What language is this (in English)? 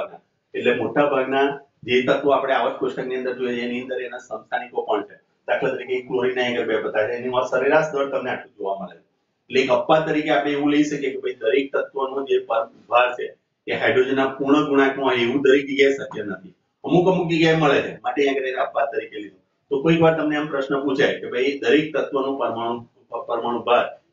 Gujarati